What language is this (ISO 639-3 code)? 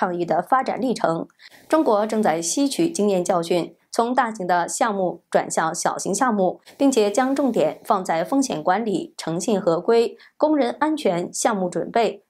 zho